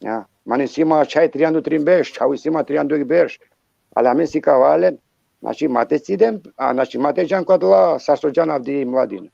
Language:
Balkan Romani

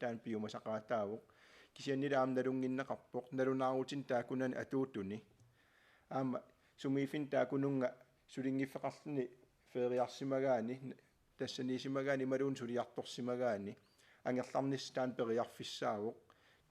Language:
Kalaallisut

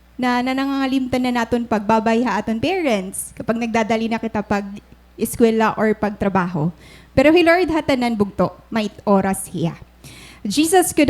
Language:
Waray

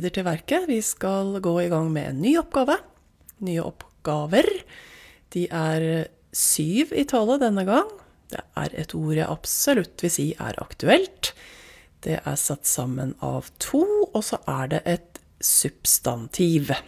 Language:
Norwegian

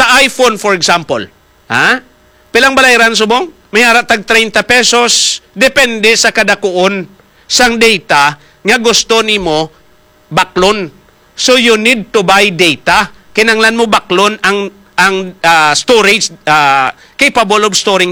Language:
Hiligaynon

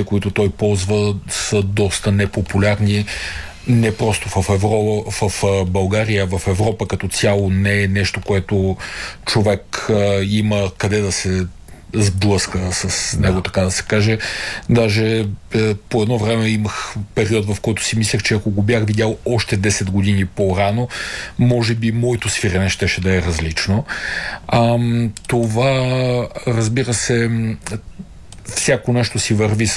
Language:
Bulgarian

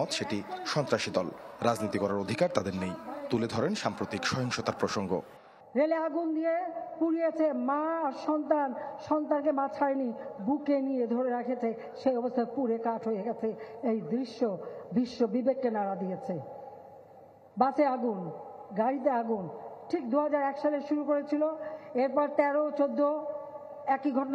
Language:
Bangla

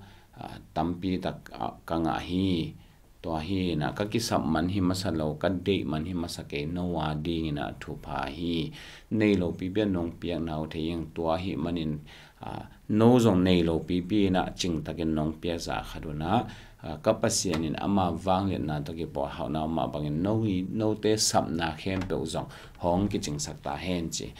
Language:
Tedim Chin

